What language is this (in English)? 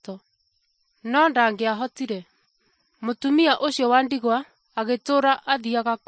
Kikuyu